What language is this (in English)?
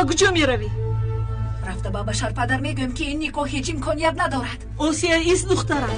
Tajik